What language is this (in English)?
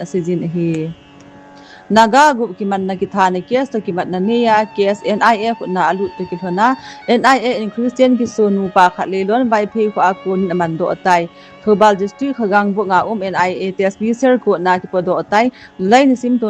Thado Chin